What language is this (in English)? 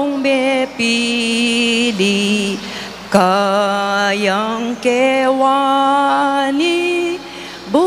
Pampanga